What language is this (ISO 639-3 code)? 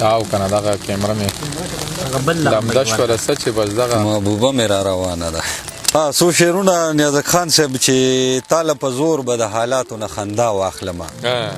pus